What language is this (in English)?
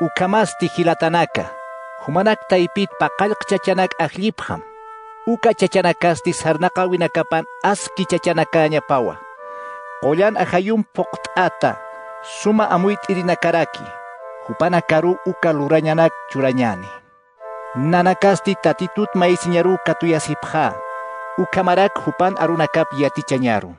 Aymara